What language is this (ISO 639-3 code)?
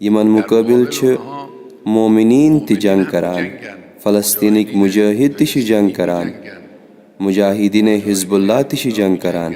kas